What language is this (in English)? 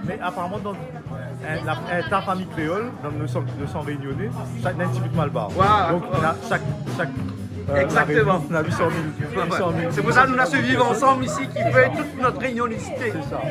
Réunion Creole French